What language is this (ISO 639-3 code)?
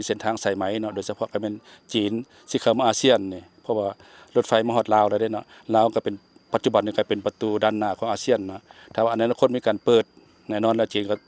lao